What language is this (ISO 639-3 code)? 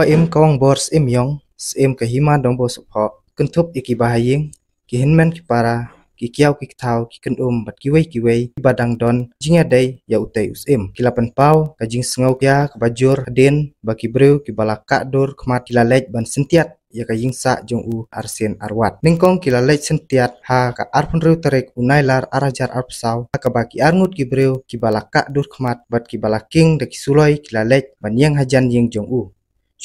kha